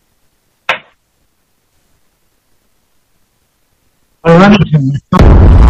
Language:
Persian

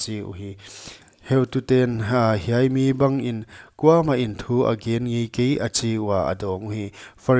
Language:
Paite Chin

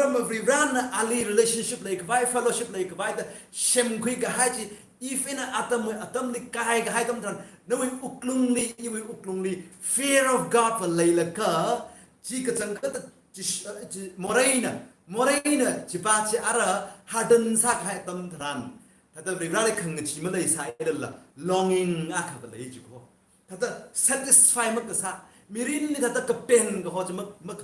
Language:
Tangkhul Naga (India)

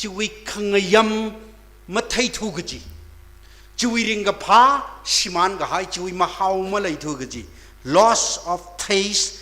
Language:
Tangkhul Naga (India)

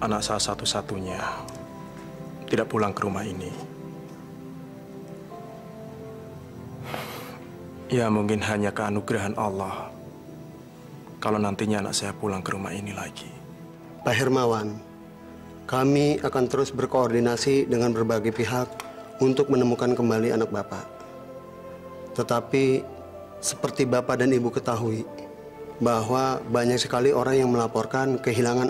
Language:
Indonesian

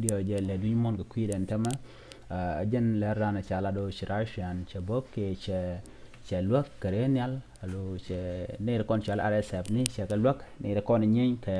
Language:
Nuer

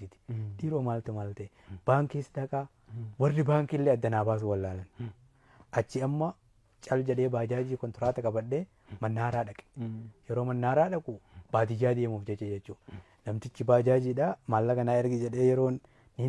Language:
Oromo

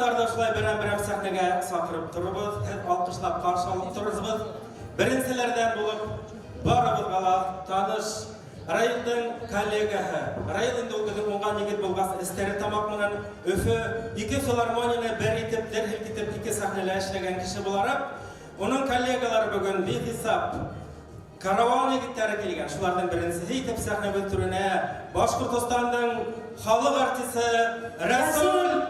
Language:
Bashkir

